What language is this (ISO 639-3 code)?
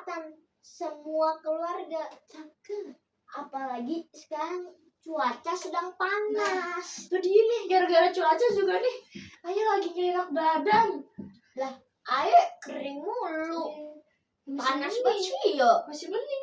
bew